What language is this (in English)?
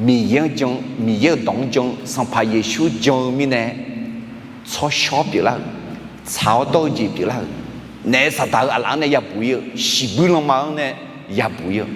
Akha